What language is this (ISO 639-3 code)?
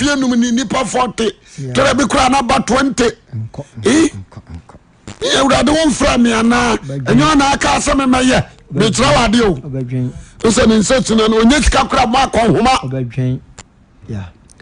aka